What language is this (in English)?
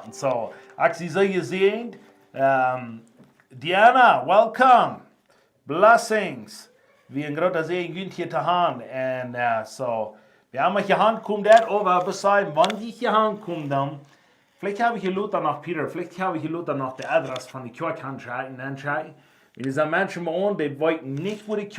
Plautdietsch